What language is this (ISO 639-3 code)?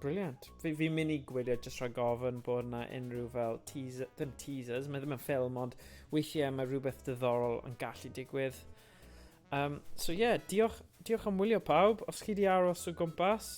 cym